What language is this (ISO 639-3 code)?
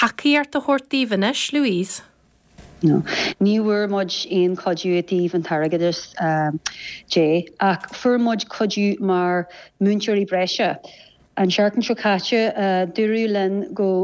gle